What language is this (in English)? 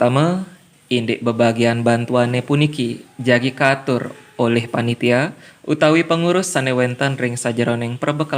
Balinese